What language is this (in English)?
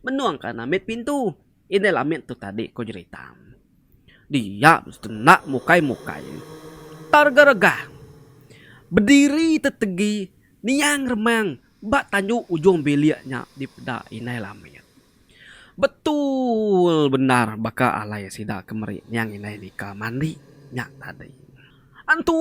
Iban